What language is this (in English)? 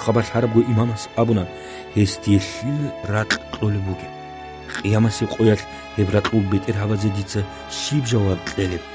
Avaric